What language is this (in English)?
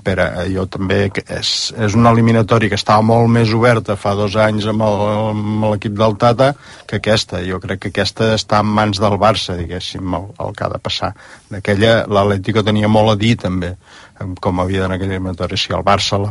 Catalan